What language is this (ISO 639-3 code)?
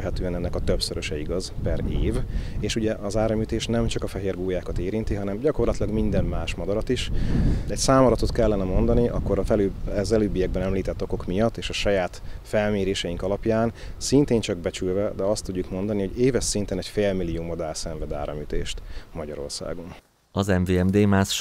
hun